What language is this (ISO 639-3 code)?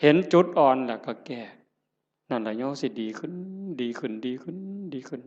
tts